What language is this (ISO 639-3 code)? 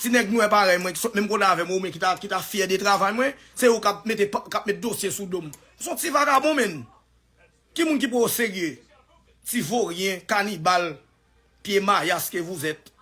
hat